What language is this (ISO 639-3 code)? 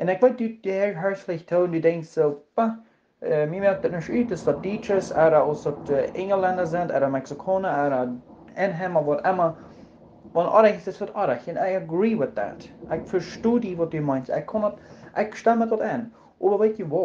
pdt